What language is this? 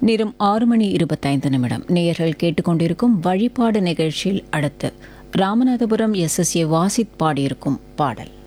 Tamil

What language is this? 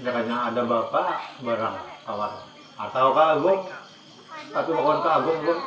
Banjar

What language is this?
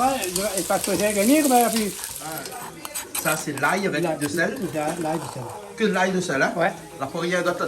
Réunion Creole French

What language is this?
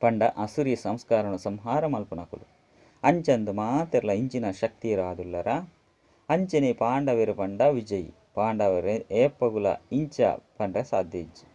Tulu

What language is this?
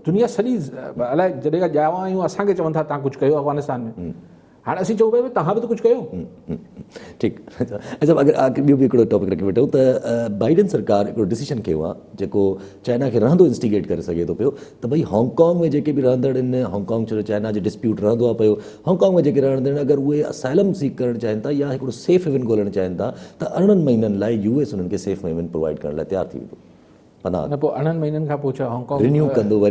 Sindhi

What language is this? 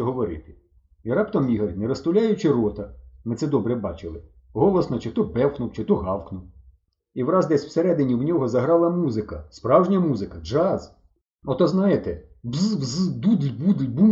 Ukrainian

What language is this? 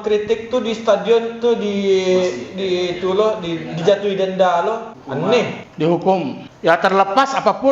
Minangkabau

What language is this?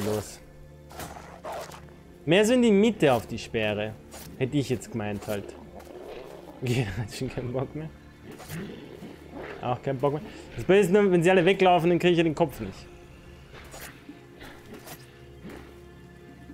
German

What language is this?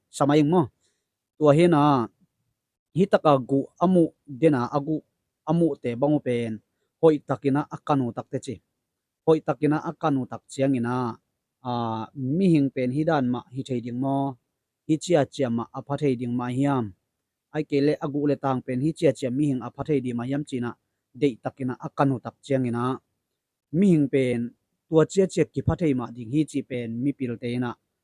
Tedim Chin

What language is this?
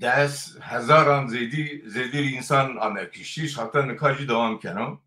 Zaza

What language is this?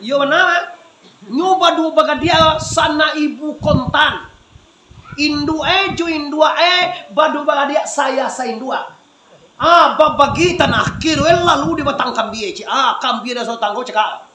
Minangkabau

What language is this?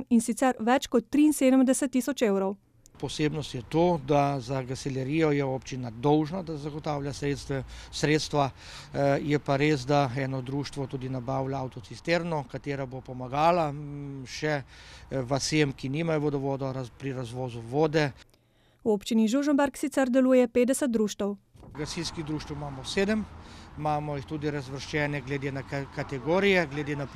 Slovenian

